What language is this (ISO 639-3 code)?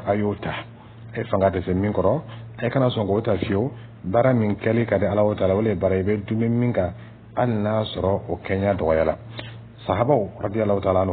dyu